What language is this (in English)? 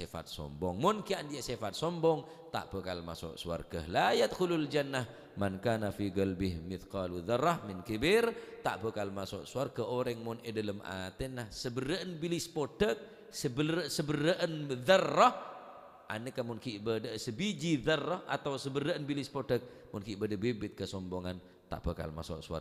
Madurese